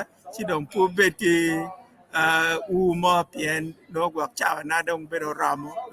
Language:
Acoli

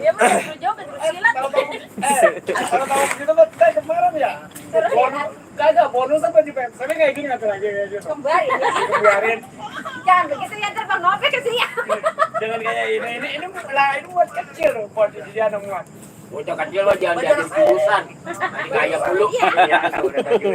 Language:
Betawi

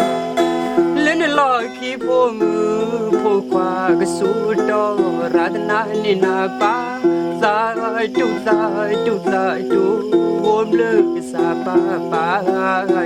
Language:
S'gaw Karen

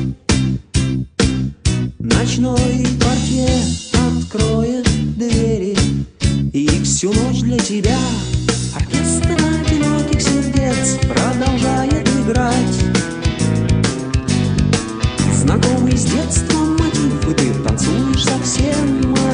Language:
Russian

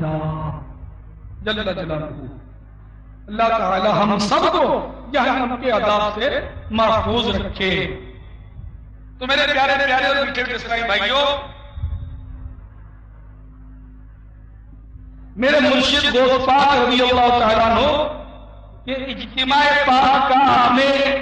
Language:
Urdu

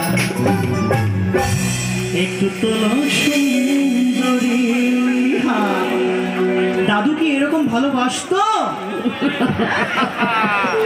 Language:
Bangla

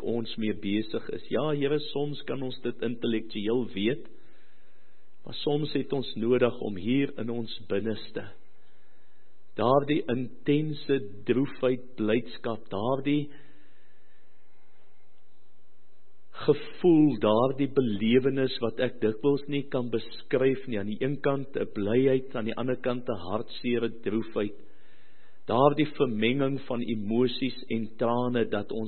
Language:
Afrikaans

